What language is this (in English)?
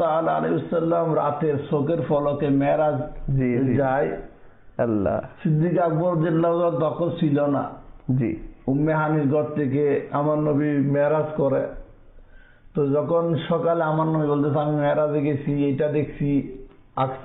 Bangla